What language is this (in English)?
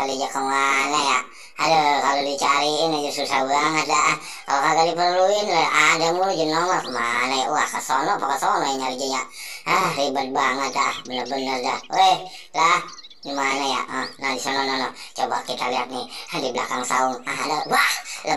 Betawi